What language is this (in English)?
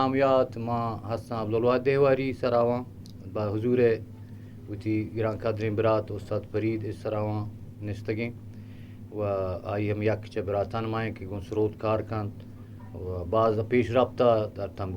Eastern Balochi